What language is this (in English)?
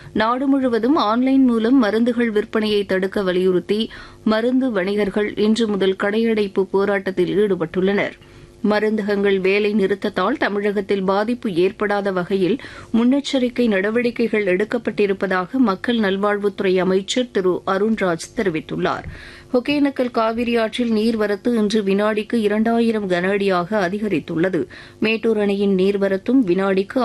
Tamil